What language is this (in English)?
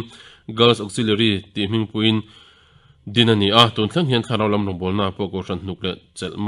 Mizo